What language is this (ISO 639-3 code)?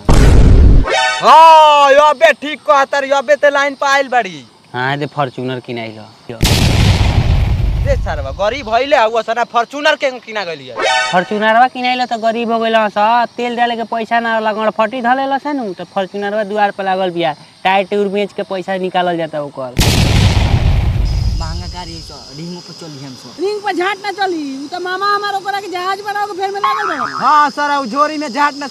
bho